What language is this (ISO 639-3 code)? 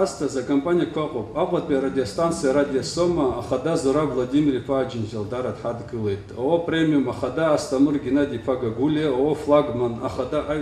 abk